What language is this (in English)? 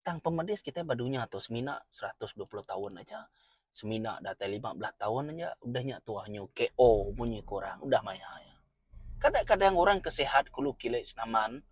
Iban